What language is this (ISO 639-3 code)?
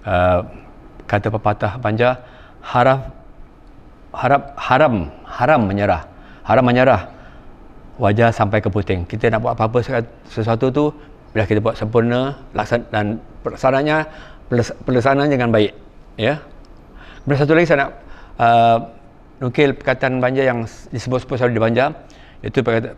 bjn